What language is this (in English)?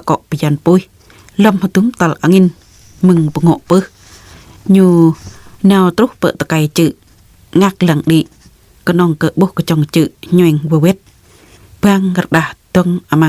Jarai